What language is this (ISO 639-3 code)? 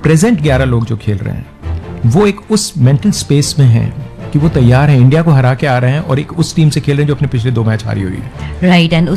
hin